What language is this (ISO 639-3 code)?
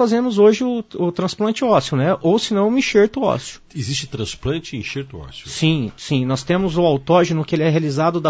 por